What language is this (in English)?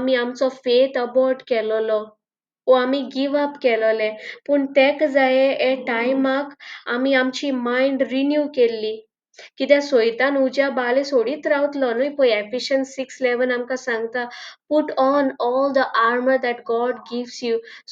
Konkani